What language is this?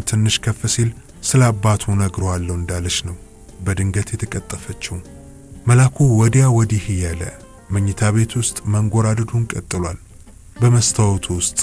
Amharic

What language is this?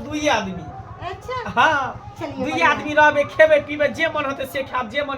Maithili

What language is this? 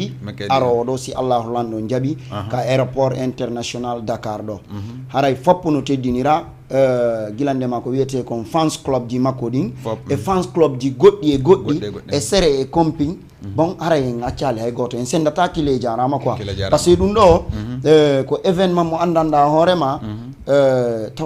Fula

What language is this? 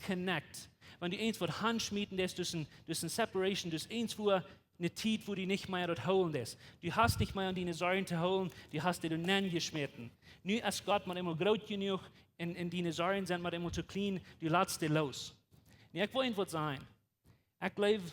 Plautdietsch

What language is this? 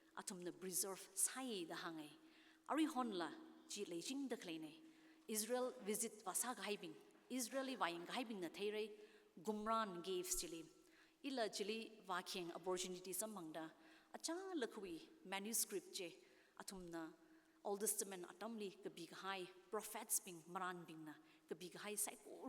Tangkhul Naga (India)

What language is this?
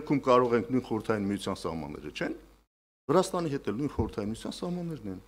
Armenian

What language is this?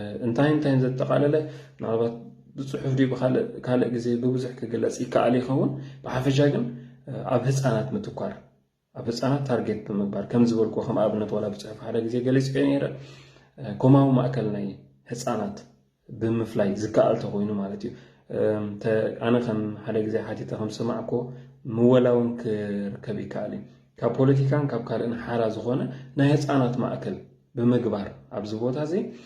Tigrinya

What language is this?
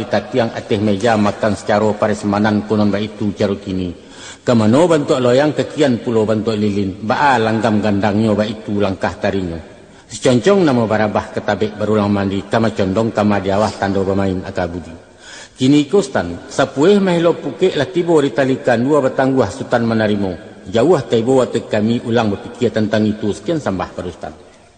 Minangkabau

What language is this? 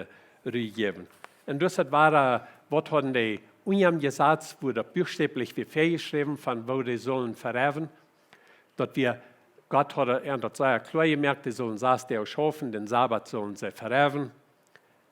Plautdietsch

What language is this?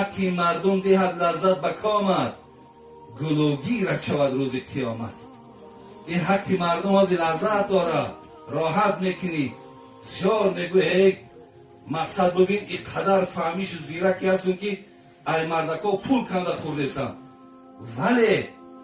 Tajik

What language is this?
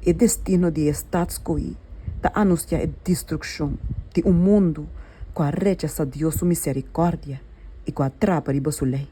Papiamento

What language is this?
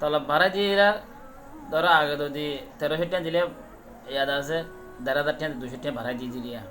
Rohingya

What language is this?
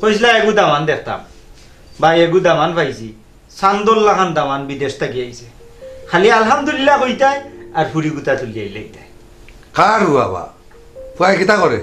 Sylheti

